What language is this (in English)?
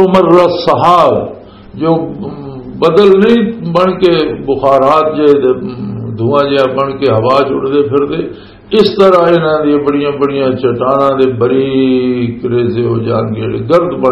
Western Panjabi